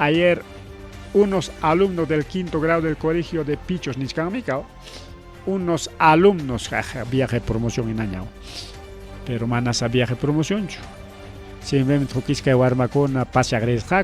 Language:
Ayacucho Quechua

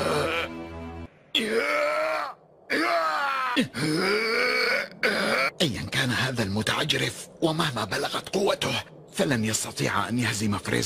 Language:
Arabic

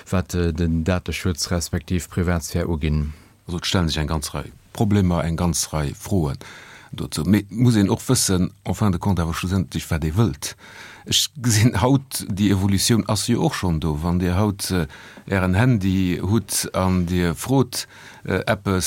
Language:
Luxembourgish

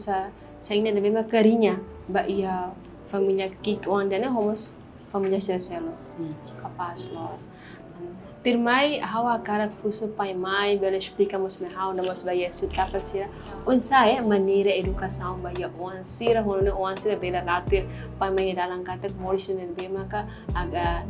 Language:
Tetum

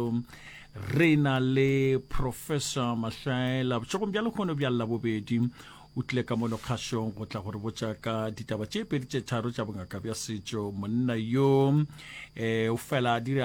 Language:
Northern Sotho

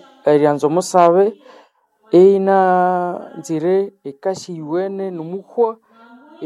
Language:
Nande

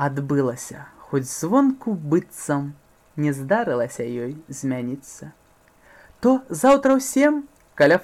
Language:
Belarusian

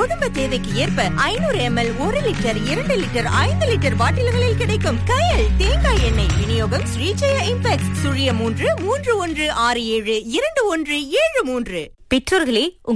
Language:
Tamil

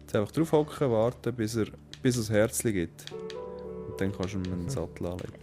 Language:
Swiss German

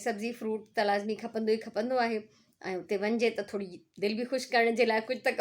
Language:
Sindhi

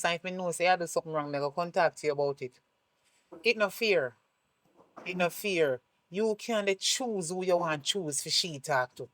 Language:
Jamaican Creole English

